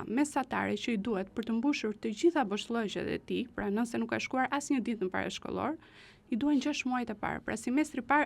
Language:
Albanian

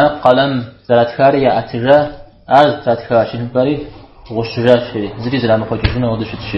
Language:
Kabardian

